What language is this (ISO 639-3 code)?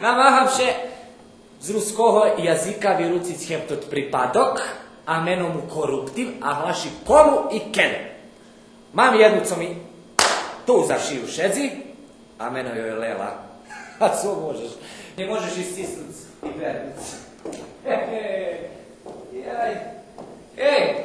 rue